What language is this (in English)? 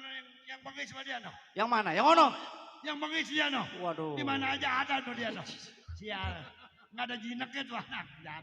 Betawi